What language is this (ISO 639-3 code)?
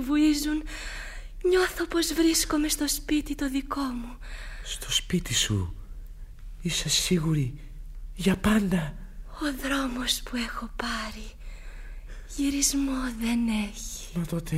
ell